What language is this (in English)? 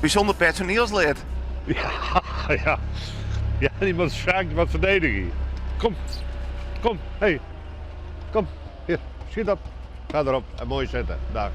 Western Frisian